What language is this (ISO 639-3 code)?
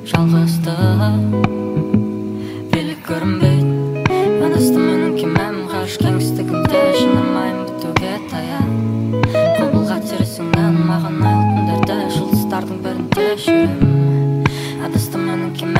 kaz